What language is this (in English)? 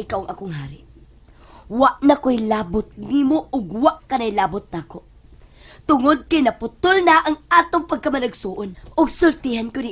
Cebuano